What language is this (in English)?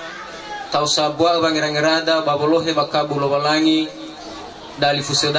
Nias